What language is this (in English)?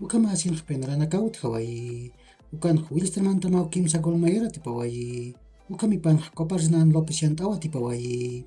Aymara